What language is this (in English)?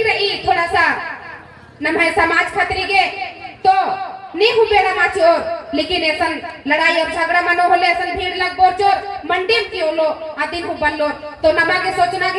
Kurukh